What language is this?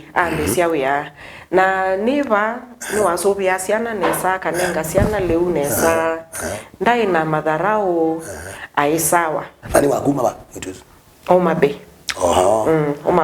Kamba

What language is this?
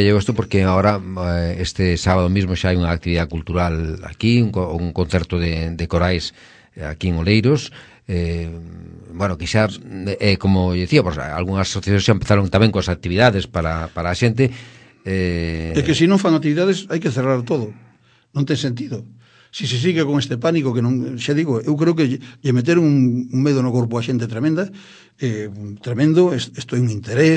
Galician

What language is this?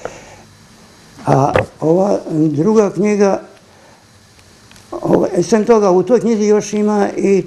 Serbian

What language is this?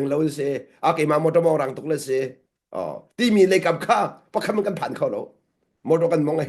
Hakha Chin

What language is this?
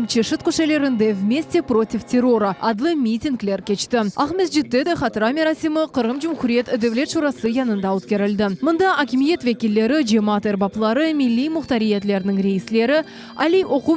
Crimean Tatar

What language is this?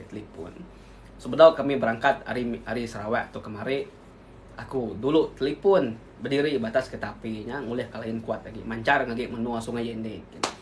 Iban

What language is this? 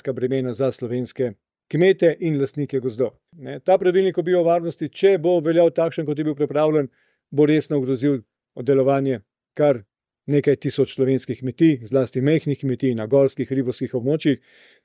Slovenian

